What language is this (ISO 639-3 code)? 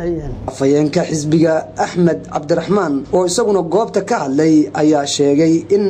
som